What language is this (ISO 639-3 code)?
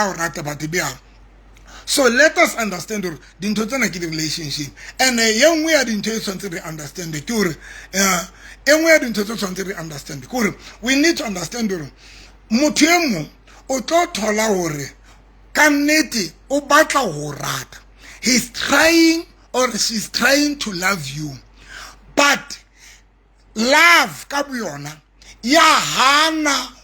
sot